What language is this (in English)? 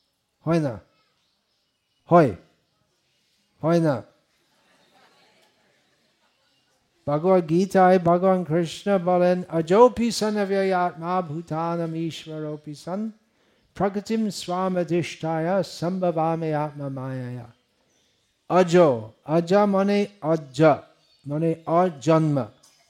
Bangla